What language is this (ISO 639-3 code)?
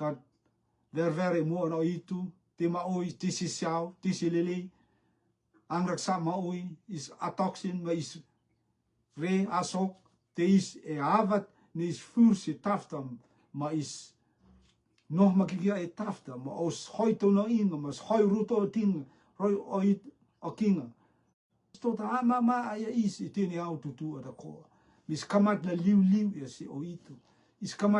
rtm